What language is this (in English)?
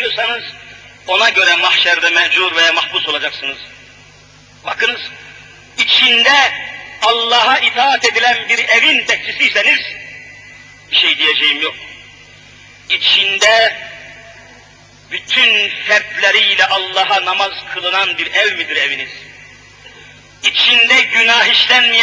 Turkish